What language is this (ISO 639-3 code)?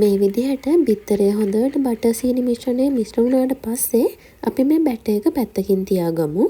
sin